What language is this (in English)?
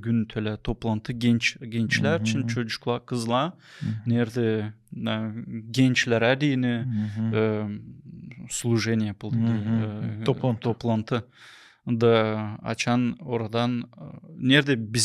Gagauz